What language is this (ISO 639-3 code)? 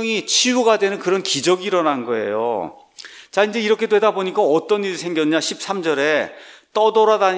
kor